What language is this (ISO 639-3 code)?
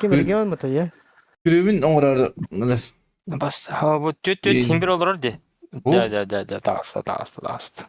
sah